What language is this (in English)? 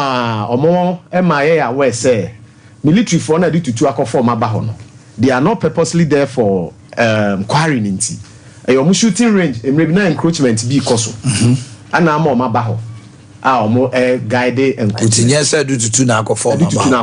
Akan